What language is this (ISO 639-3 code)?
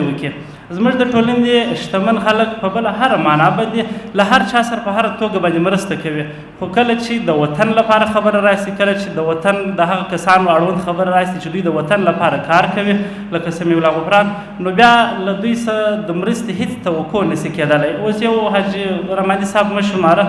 pus